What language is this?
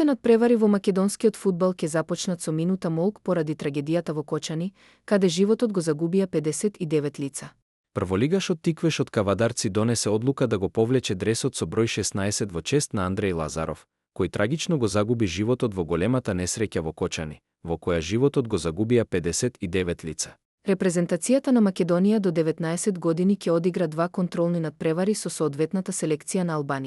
Macedonian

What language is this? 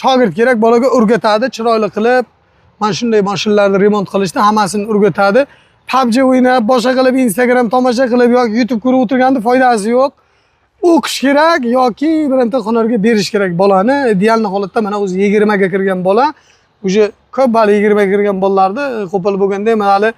Uzbek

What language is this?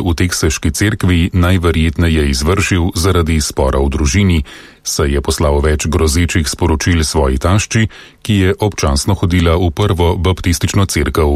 Slovenian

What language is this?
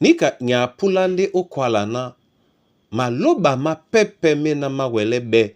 Duala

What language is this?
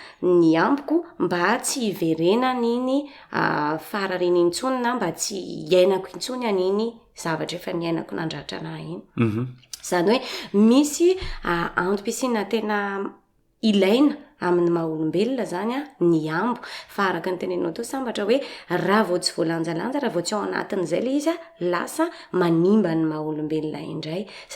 Malagasy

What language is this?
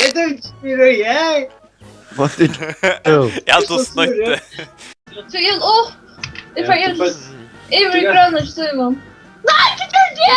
Faroese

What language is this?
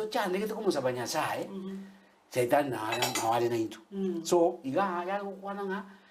Gusii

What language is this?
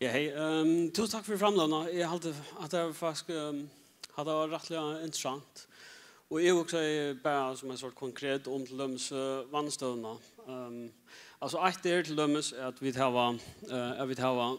Faroese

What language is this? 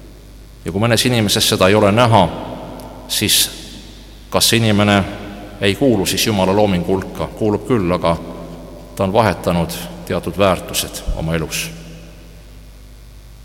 Estonian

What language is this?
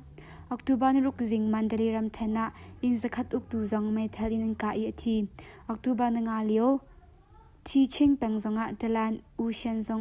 Hakha Chin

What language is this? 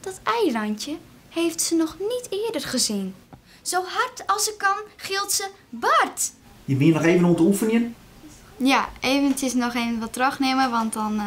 Western Frisian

